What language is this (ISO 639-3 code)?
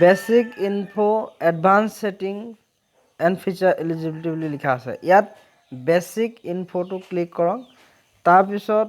asm